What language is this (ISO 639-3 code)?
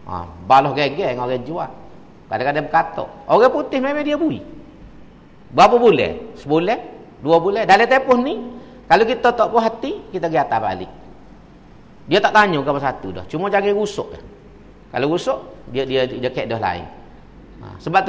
msa